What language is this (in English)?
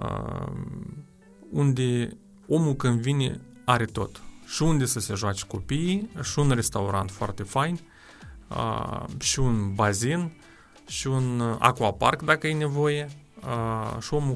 Romanian